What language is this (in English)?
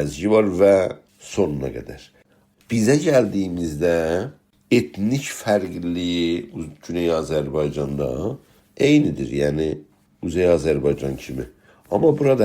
South Azerbaijani